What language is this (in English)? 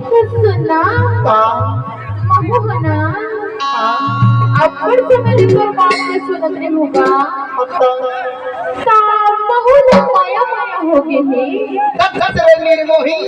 Chhattisgarhi